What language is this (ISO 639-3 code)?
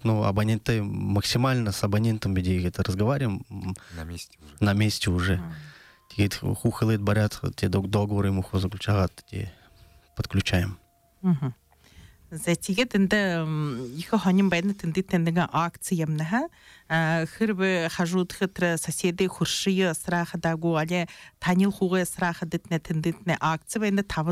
bua